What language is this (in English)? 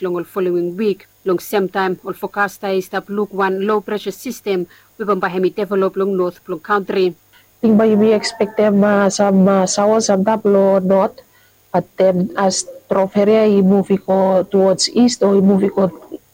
Bislama